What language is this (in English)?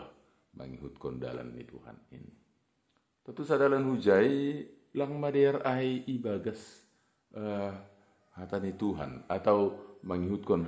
Batak Simalungun